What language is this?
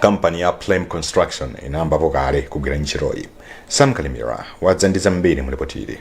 Nyanja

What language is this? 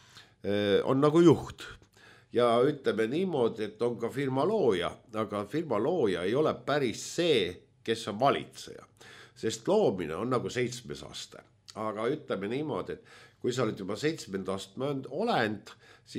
Estonian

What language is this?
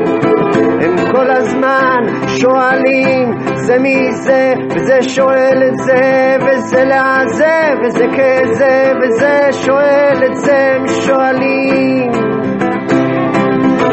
Hebrew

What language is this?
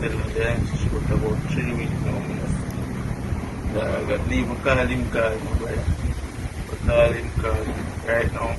Jamaican Creole English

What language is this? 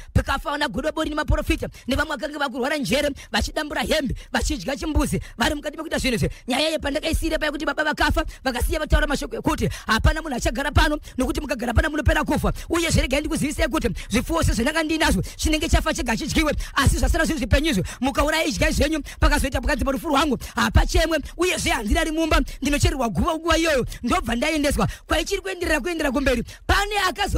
Shona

